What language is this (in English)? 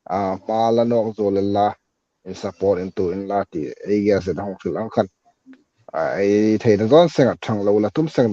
Hmar